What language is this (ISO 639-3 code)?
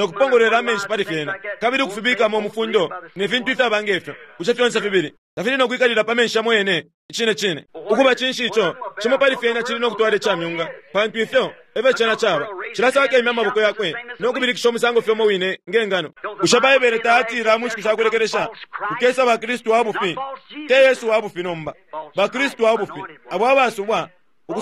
bem